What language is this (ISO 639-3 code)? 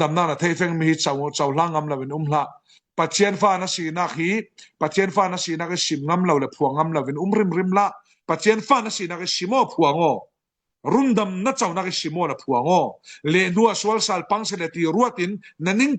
cfm